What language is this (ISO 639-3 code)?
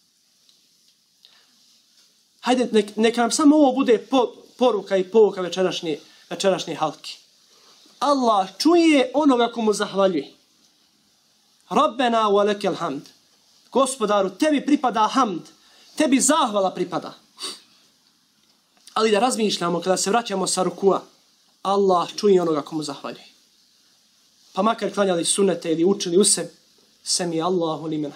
bos